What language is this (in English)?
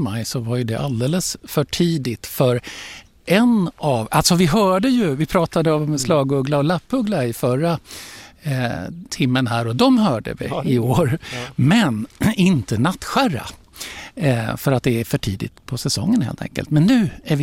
Swedish